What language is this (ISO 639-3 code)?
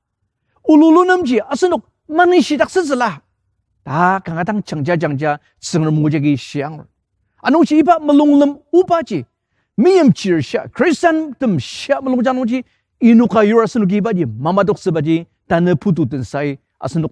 njo